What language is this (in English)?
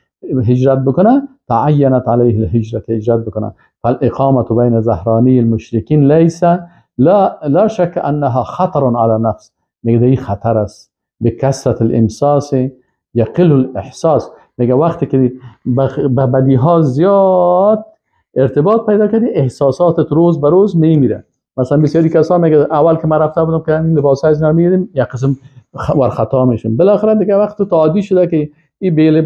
Persian